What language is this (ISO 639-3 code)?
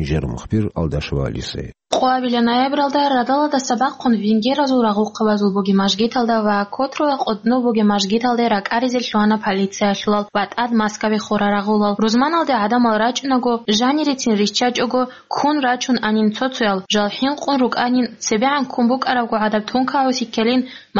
ava